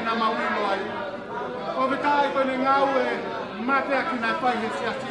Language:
Tongan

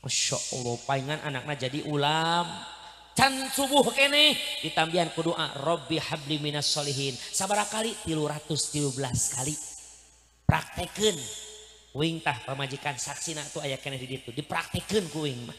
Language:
Sundanese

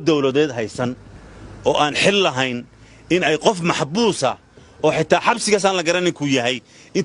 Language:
Somali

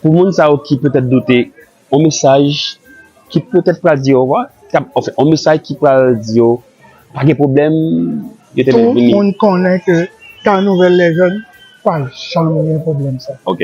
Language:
Haitian Creole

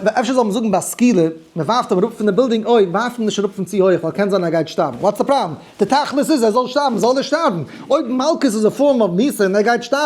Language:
Yiddish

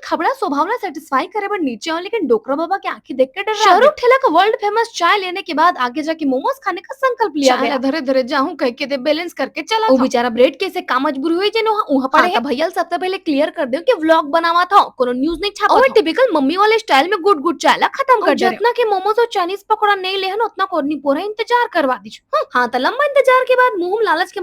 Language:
Chhattisgarhi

